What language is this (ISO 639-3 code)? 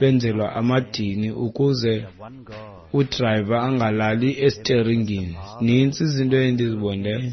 xho